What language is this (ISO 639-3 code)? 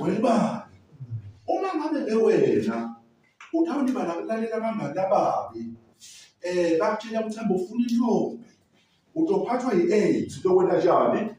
zul